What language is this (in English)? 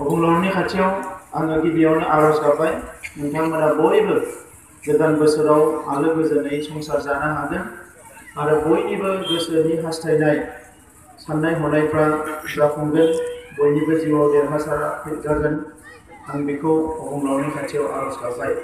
Bodo